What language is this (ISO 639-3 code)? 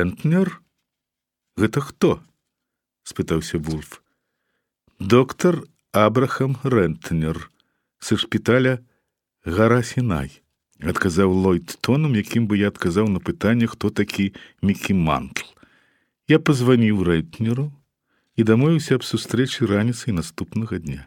bel